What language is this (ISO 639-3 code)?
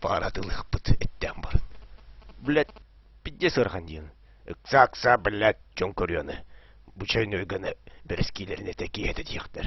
sah